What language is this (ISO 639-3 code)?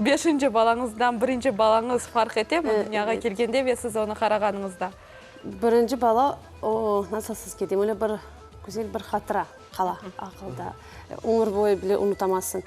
crh